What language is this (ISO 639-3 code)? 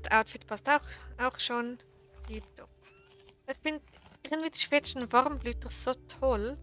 gsw